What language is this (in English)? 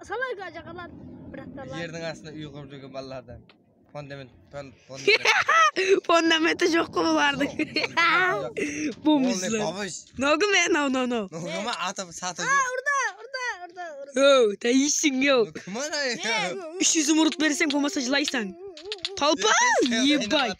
Kara-Kalpak